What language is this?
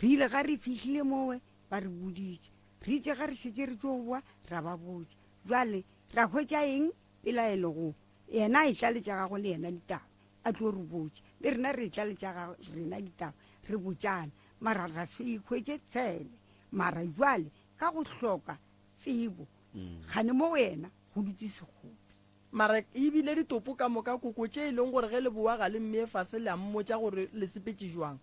Northern Sotho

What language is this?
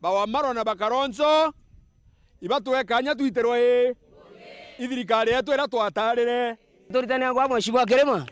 Meru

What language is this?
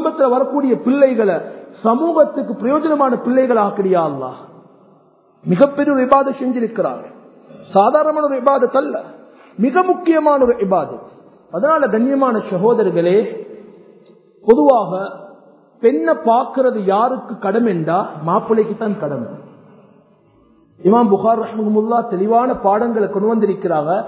Tamil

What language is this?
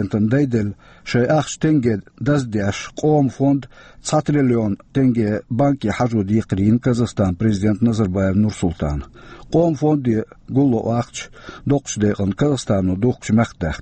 Chechen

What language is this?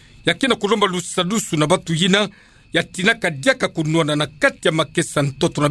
Kituba (Democratic Republic of Congo)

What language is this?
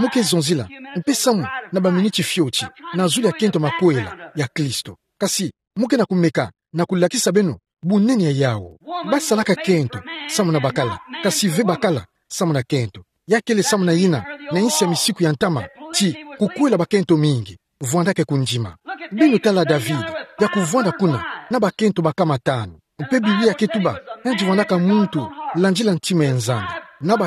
Kituba (Democratic Republic of Congo)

